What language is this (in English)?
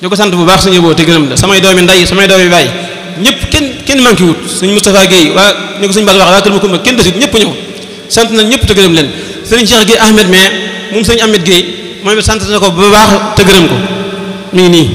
Wolof